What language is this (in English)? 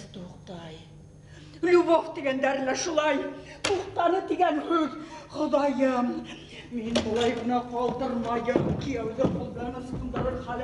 Bashkir